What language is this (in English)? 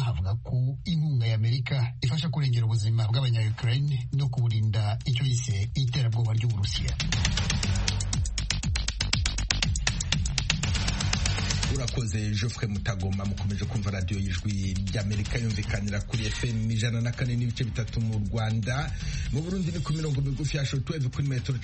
Kinyarwanda